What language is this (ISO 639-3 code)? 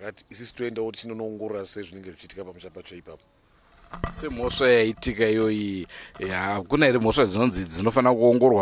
sna